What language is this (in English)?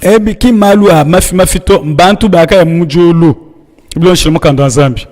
Luba-Lulua